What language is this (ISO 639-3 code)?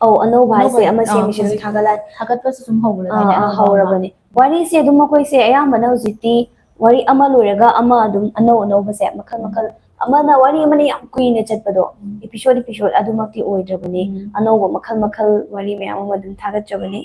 mni